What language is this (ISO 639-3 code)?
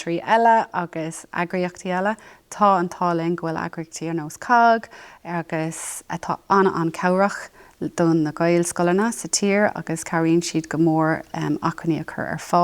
gle